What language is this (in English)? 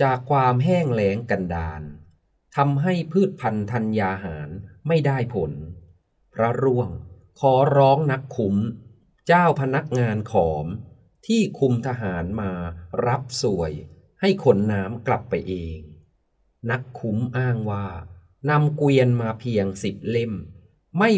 Thai